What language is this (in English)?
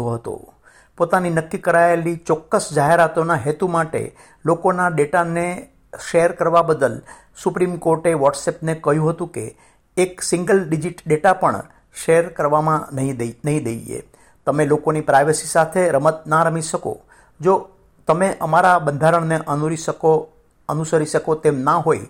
Gujarati